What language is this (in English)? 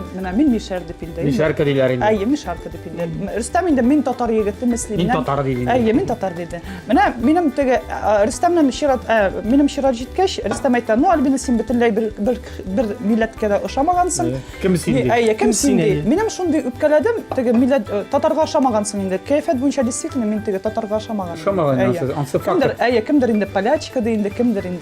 Tatar